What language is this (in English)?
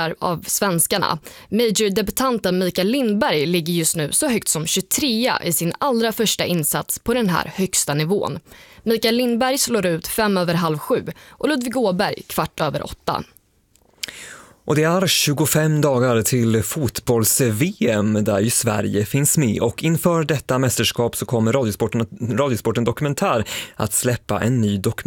Swedish